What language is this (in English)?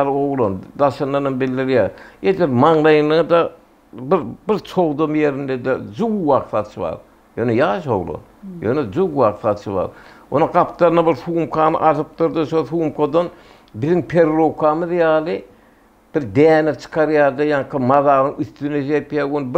Turkmen